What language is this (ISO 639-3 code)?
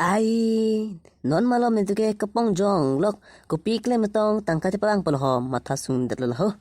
mjw